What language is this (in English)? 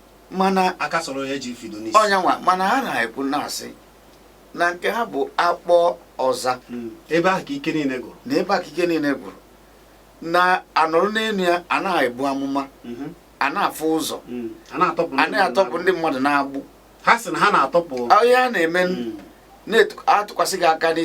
Igbo